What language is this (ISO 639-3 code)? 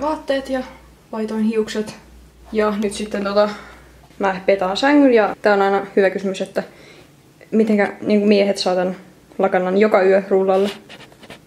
fin